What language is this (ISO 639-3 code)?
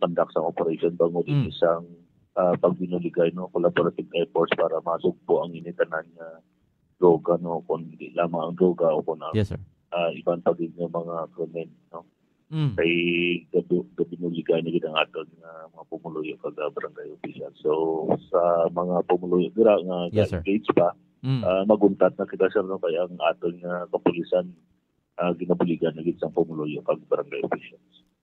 hil